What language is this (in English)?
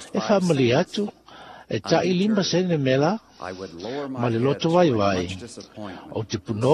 Samoan